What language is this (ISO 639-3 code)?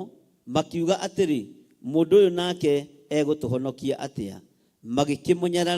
kik